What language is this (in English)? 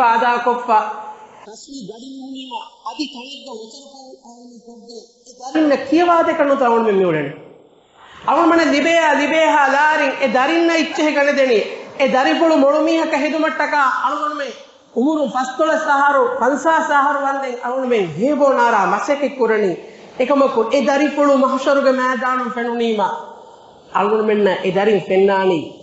Divehi